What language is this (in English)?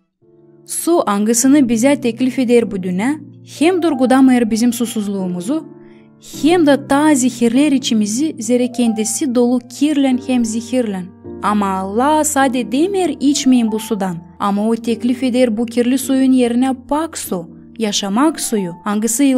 Gagauz